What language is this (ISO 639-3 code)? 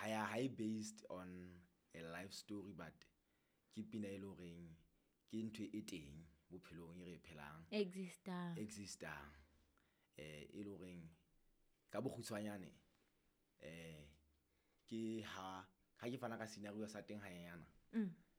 sot